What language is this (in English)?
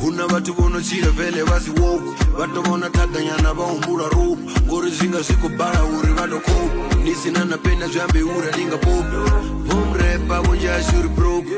Venda